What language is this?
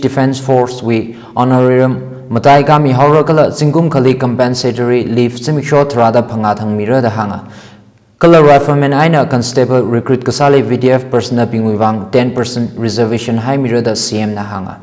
Tangkhul Naga (India)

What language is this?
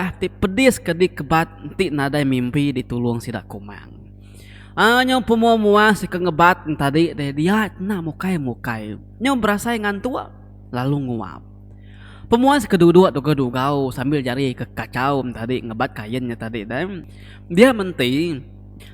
Iban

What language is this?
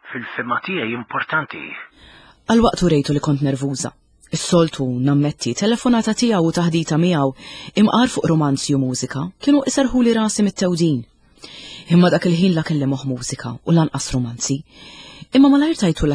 Maltese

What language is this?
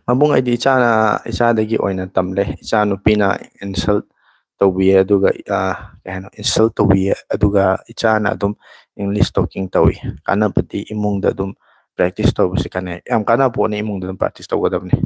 Manipuri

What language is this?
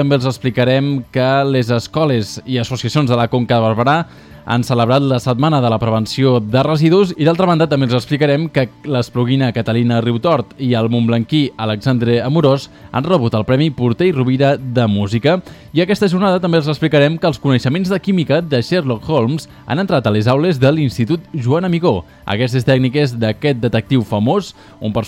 Catalan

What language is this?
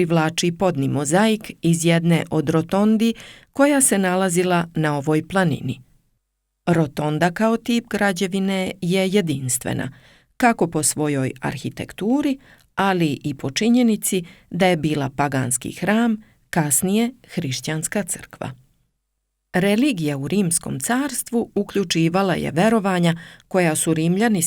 Serbian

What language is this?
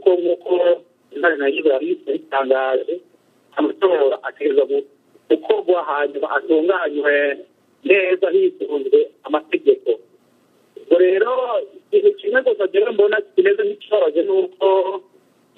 Kinyarwanda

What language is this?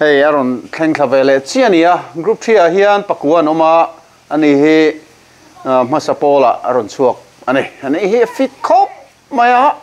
Mizo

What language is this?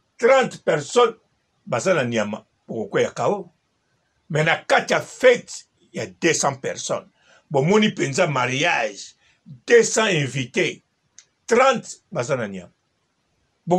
Lingala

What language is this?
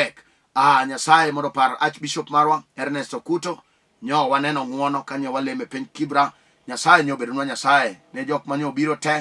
Luo (Kenya and Tanzania)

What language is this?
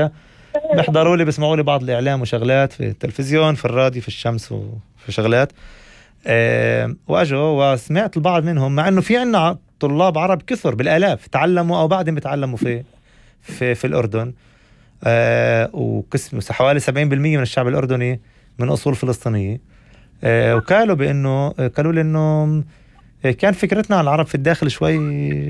North Levantine Arabic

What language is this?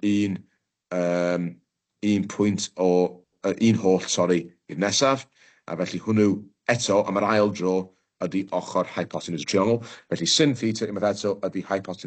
Welsh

